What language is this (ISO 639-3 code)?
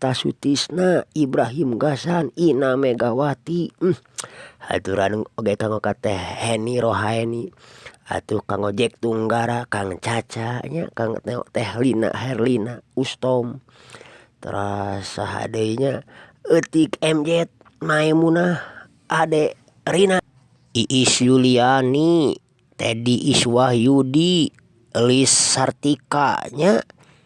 sun